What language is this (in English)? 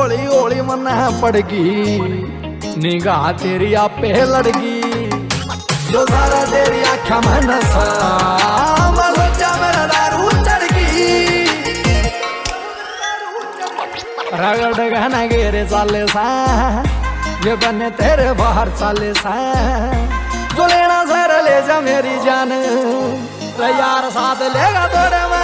Punjabi